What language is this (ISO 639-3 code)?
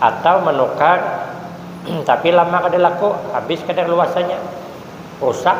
bjn